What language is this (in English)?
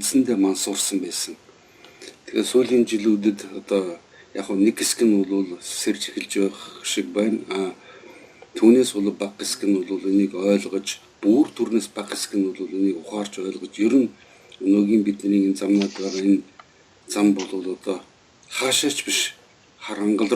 Mongolian